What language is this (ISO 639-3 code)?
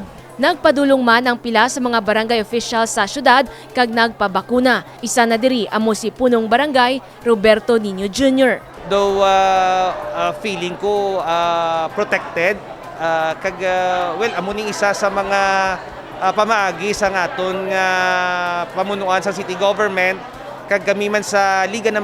hil